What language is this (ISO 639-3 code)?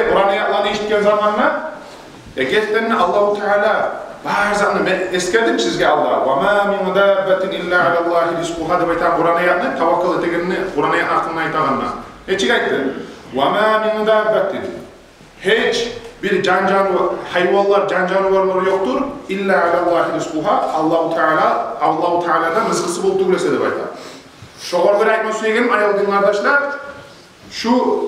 kum